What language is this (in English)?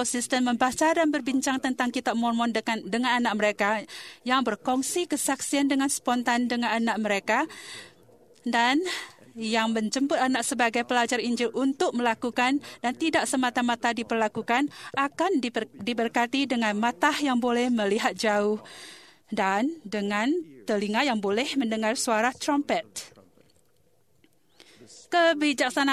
Malay